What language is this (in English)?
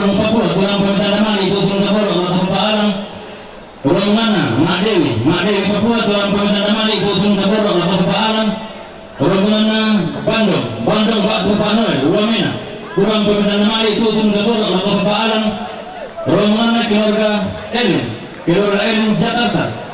Toraja-Sa'dan